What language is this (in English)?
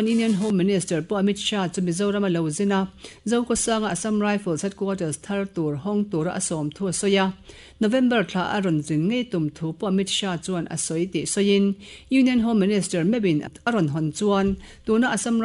Mizo